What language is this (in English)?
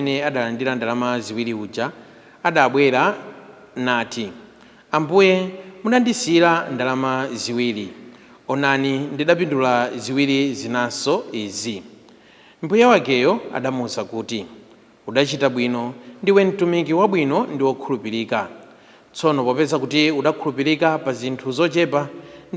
Nyanja